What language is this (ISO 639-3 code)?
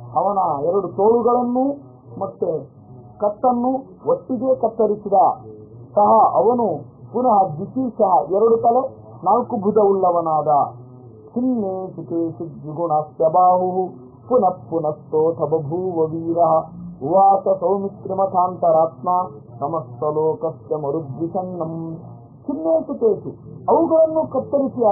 kan